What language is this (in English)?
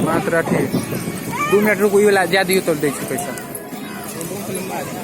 Maithili